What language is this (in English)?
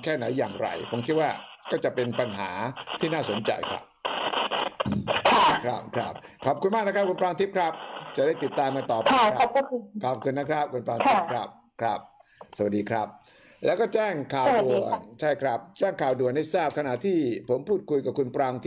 Thai